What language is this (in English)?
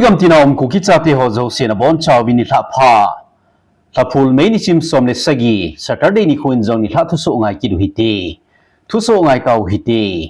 Thado Chin